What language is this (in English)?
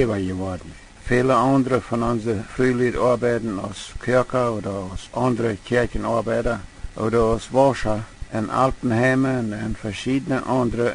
Plautdietsch